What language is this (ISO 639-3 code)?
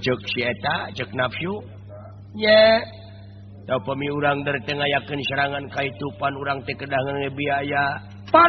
sun